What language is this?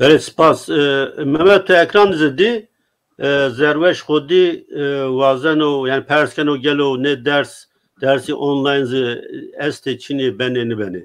Zaza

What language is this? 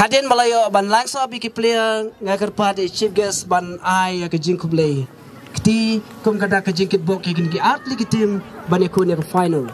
Khasi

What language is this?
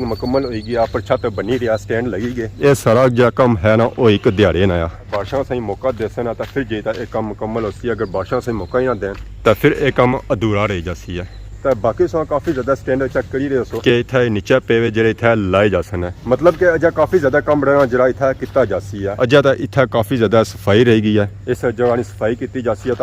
Pahari-Potwari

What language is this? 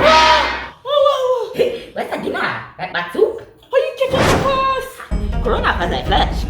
Jamaican Creole English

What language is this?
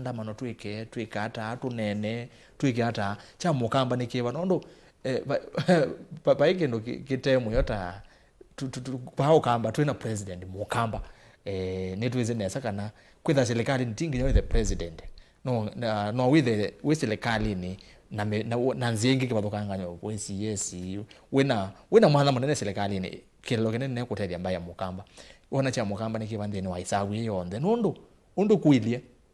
Kamba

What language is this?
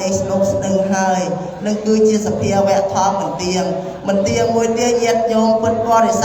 Khmer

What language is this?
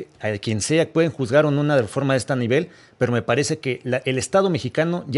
Spanish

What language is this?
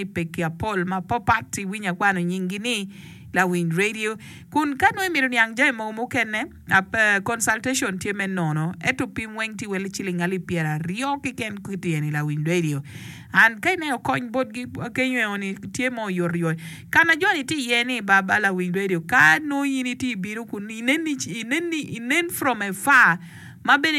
Acoli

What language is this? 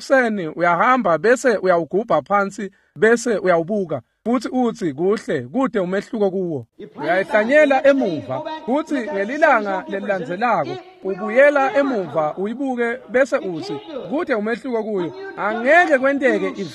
Swati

